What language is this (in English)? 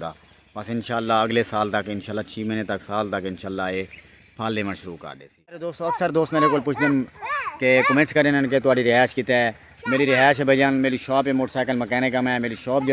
Saraiki